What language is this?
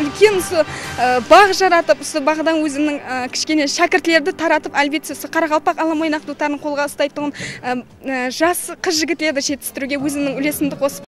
Kara-Kalpak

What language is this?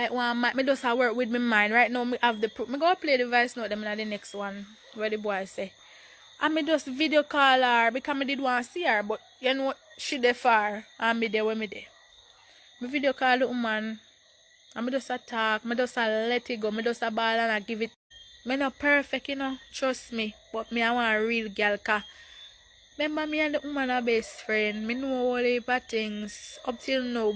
Jamaican Creole English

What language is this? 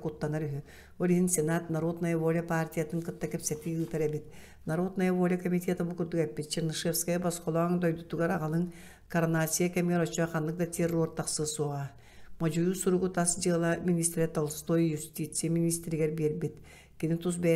Yakut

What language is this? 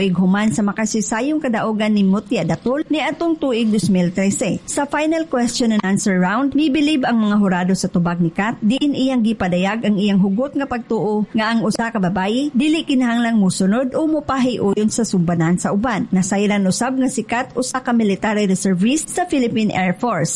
Cebuano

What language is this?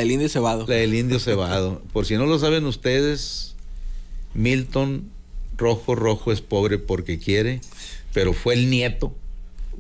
Spanish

